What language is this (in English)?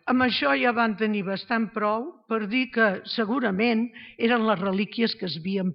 Catalan